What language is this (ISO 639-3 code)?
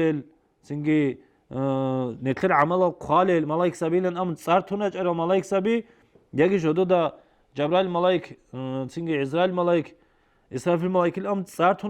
ava